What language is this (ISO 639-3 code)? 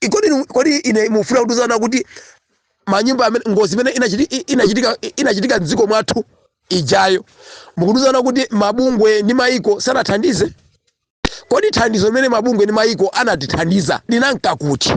nya